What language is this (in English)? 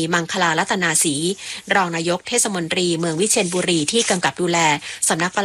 Thai